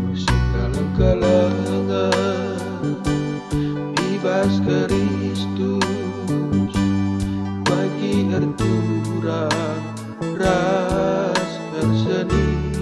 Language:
Batak Karo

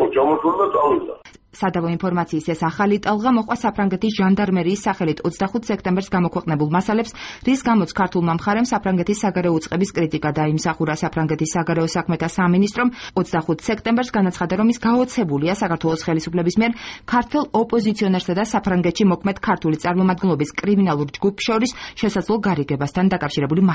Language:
Georgian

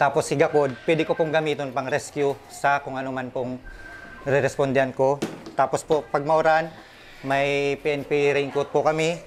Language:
Bikol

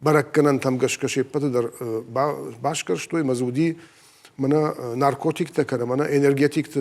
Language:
Ossetic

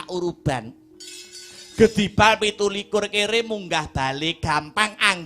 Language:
Javanese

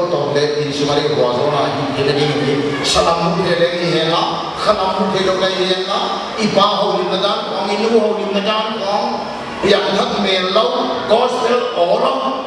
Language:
Paite Chin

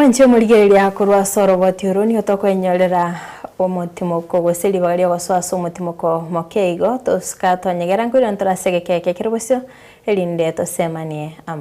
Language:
Gusii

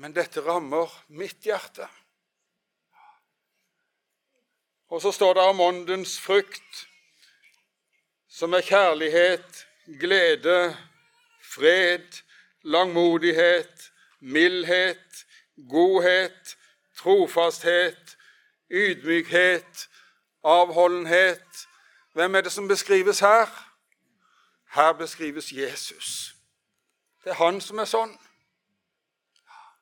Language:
Norwegian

